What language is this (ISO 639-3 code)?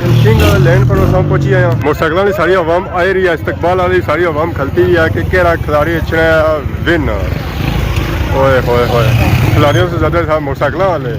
phr